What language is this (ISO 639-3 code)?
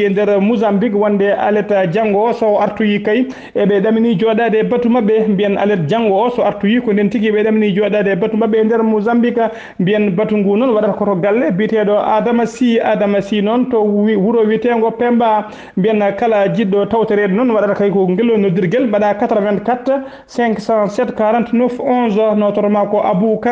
ful